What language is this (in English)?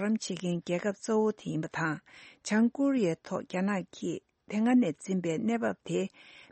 Tibetan